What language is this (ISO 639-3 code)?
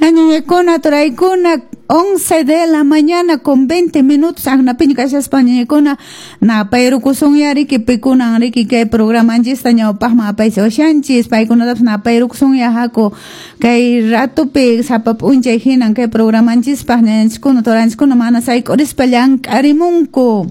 que